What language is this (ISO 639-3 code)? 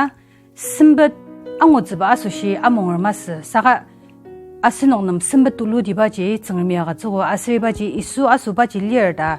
njo